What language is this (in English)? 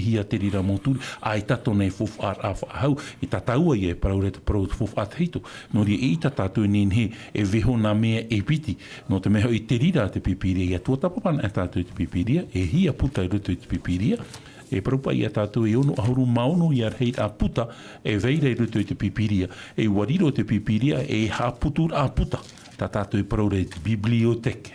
Tahitian